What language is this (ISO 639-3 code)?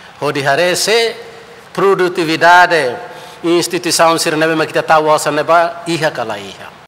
tet